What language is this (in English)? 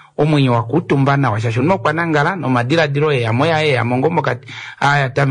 Kuanyama